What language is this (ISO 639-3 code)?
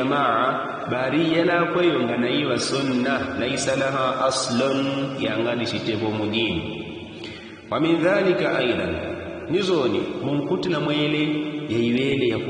yao